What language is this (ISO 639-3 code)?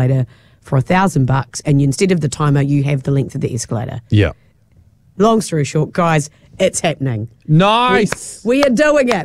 eng